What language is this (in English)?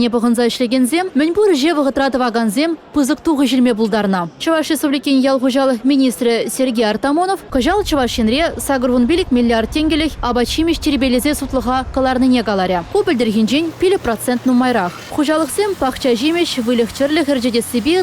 Chuvash